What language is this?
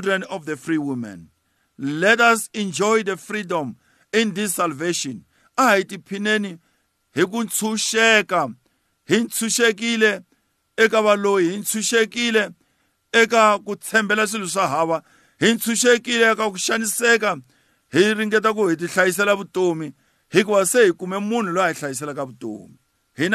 Tsonga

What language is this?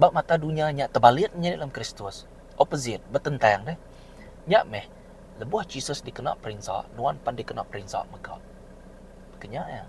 Iban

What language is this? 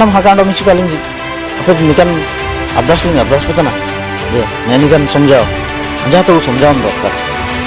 Ho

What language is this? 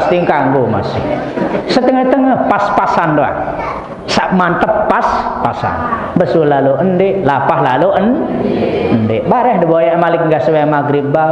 Sasak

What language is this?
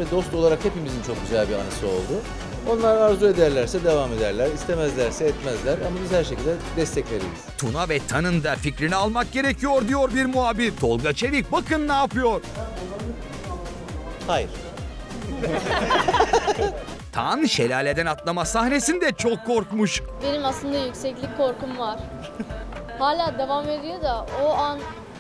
Turkish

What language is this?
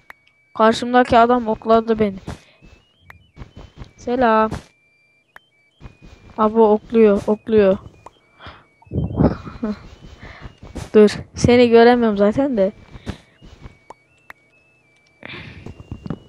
Turkish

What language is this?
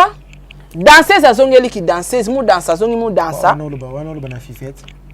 Lingala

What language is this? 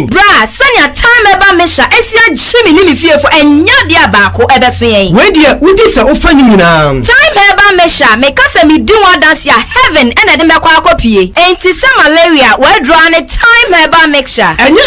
Akan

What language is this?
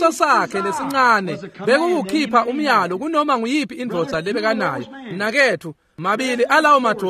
Swati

